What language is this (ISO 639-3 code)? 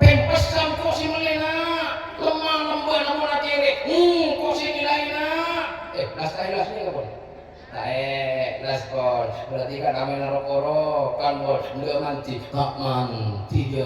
mad